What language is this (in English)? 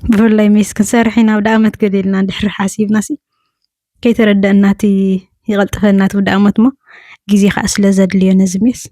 Tigrinya